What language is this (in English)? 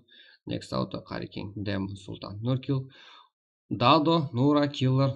Kara-Kalpak